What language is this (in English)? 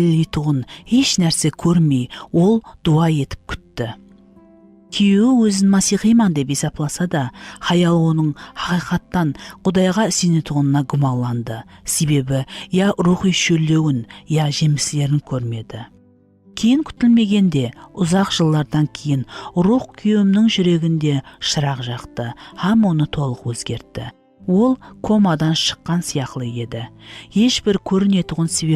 Kara-Kalpak